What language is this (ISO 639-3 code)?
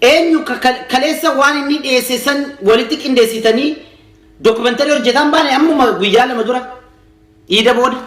orm